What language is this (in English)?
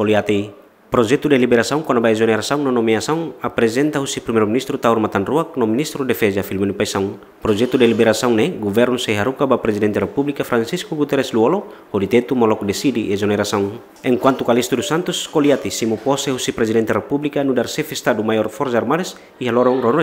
Tetum